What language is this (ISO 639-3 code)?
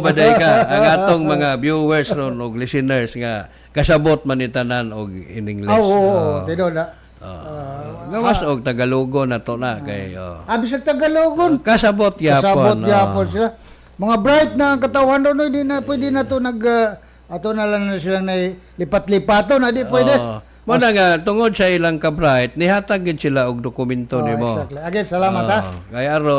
ceb